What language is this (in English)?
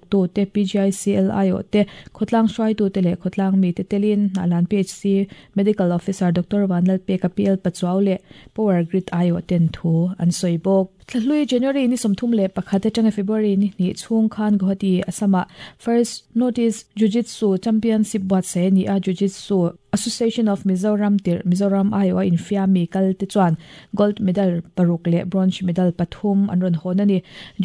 Mizo